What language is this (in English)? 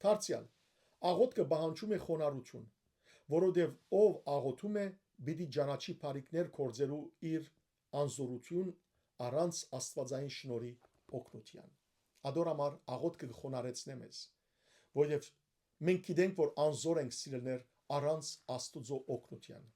Western Armenian